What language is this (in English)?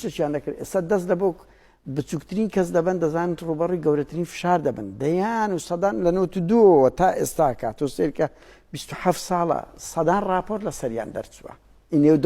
Central Kurdish